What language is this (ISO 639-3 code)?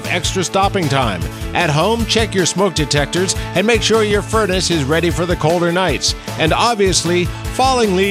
eng